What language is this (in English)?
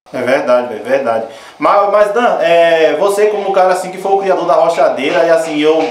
Portuguese